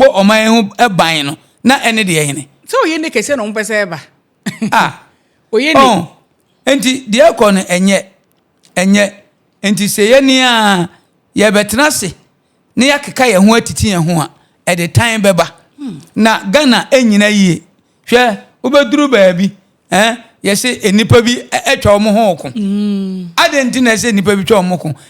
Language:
Akan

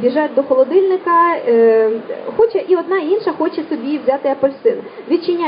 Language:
Ukrainian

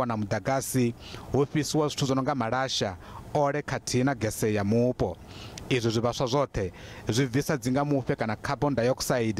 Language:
Venda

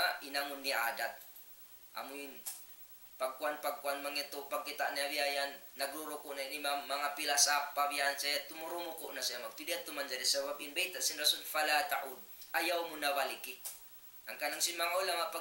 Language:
Tausug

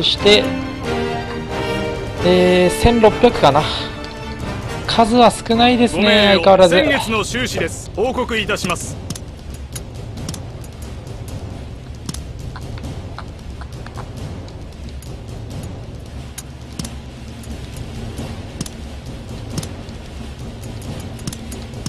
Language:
Japanese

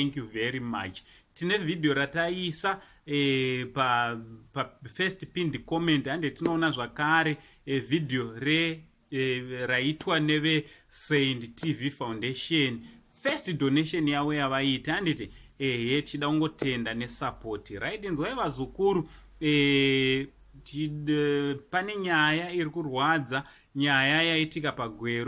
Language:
Shona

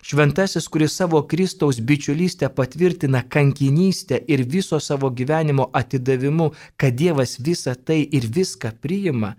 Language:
Lithuanian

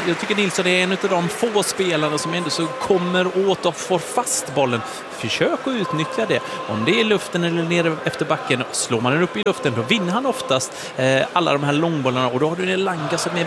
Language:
Swedish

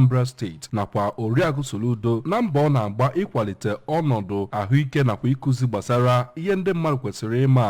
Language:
Igbo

